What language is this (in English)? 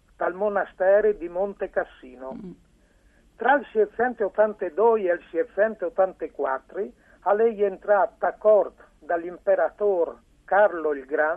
Friulian